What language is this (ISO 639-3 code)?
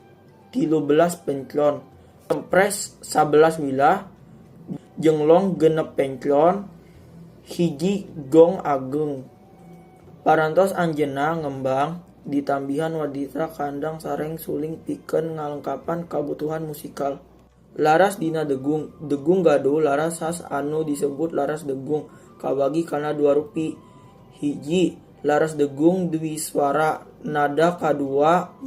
sun